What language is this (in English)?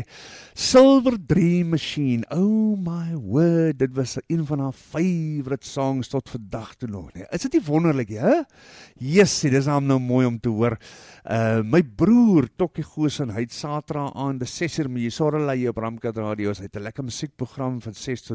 Afrikaans